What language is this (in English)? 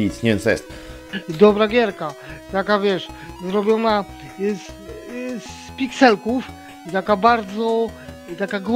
Polish